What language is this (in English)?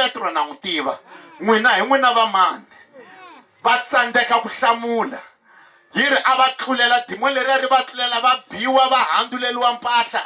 Tsonga